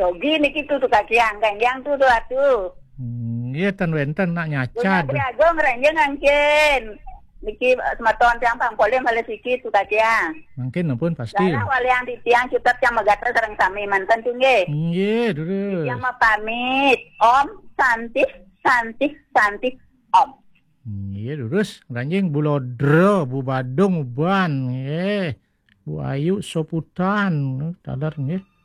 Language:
Balinese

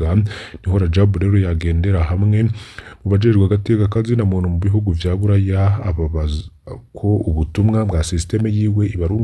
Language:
Rundi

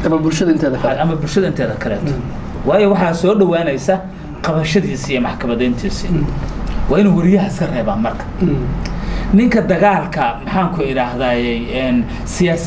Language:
Somali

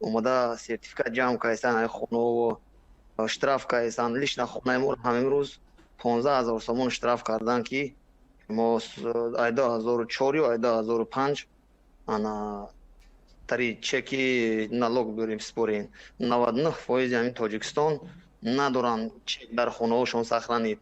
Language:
Tajik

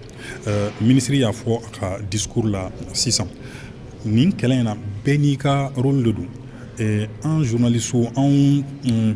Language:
Bambara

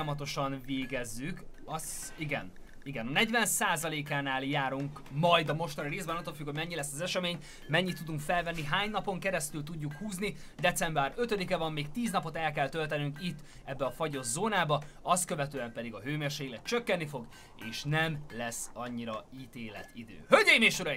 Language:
Hungarian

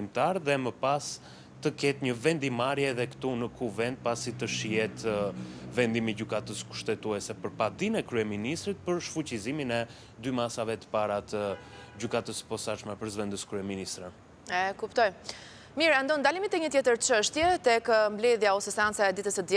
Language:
Albanian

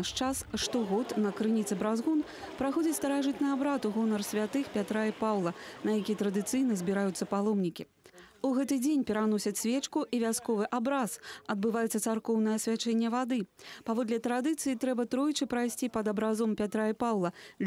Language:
Belarusian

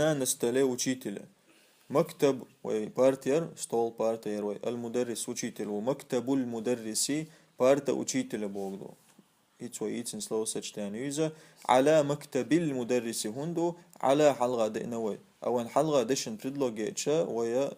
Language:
Chechen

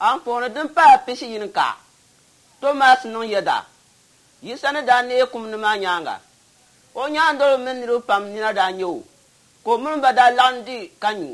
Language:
Dagbani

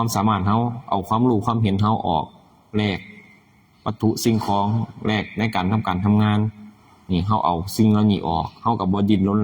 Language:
Northeastern Thai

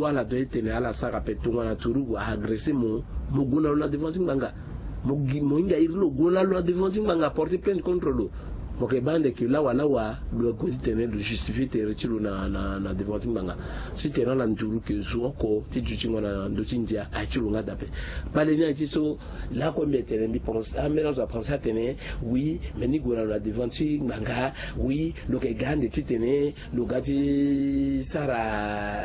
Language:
Sango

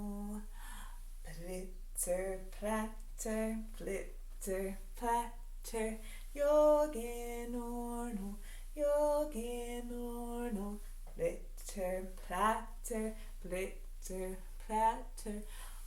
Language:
Mohawk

